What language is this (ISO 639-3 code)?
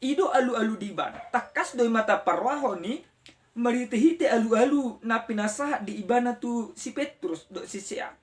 bbc